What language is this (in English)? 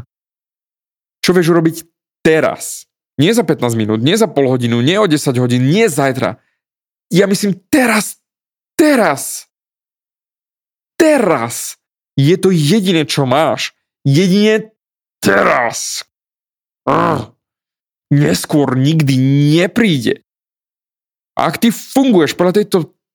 Slovak